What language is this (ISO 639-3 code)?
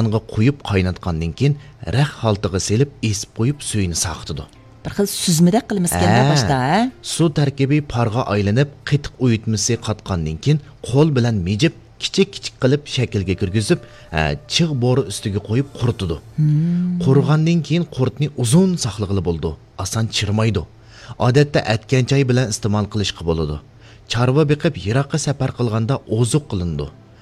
uig